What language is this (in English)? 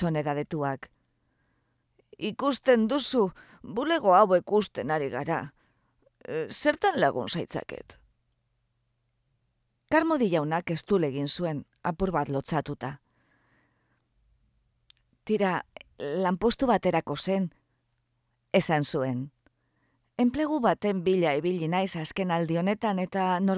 Basque